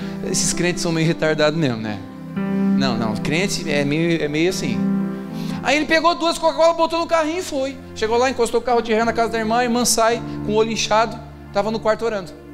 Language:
Portuguese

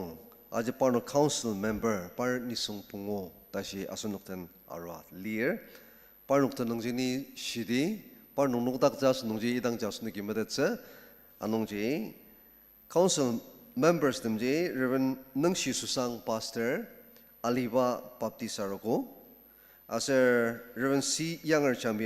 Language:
Ao Naga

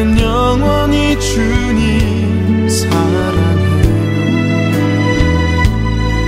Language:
Korean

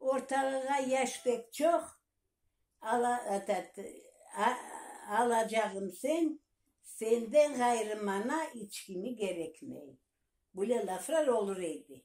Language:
Crimean Tatar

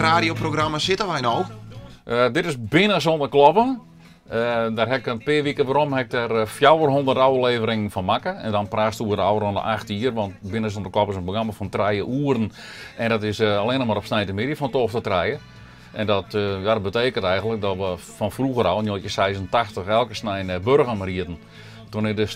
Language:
Western Frisian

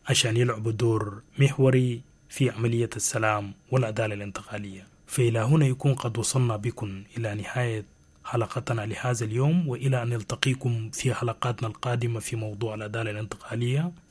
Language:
Sudanese Arabic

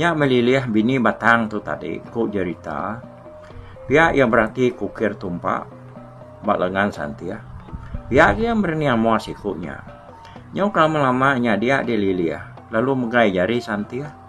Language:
Iban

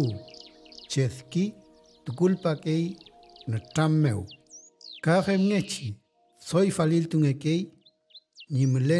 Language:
Mapuche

